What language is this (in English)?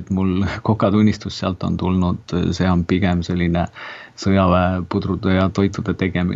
Estonian